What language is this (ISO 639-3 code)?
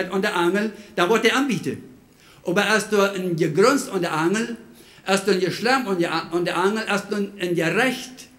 pdt